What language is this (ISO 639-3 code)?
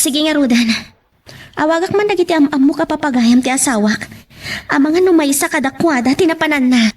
ilo